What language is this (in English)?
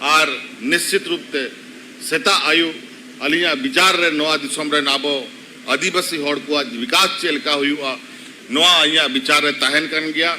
Santali